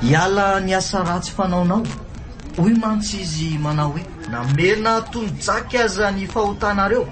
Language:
Malagasy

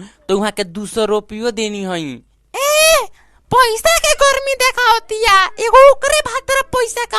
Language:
Bhojpuri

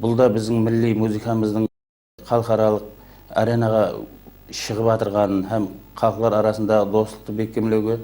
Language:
Kara-Kalpak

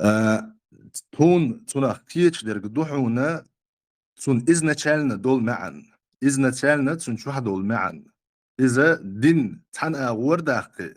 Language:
Chechen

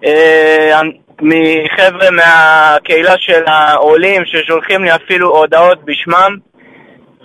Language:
Hebrew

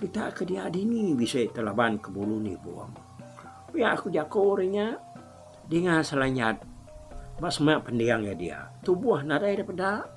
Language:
Iban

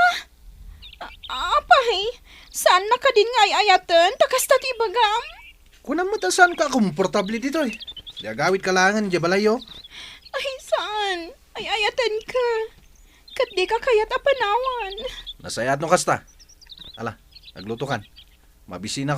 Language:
Iloko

